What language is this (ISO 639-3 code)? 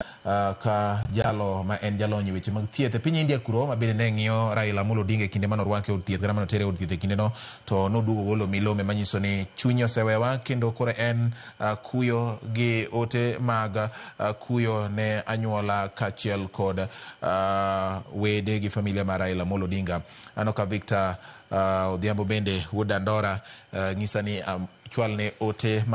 luo